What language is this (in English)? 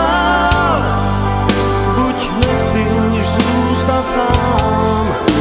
Czech